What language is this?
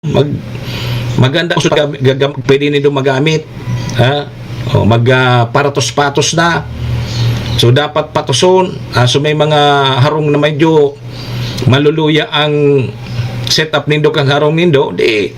Bikol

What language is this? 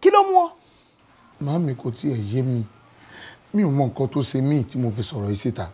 Yoruba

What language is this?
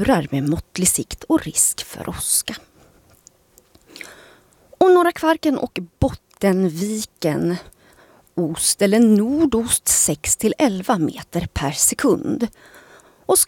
Swedish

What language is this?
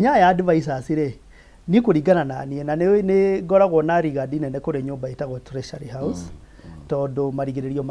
Kikuyu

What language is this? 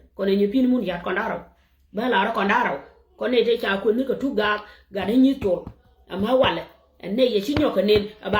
Nuer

